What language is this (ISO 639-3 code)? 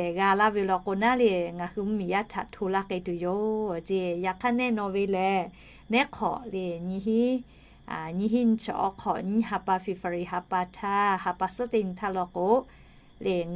lhu